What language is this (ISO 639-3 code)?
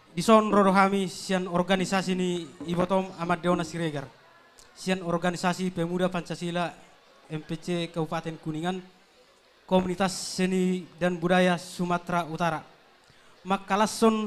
bbc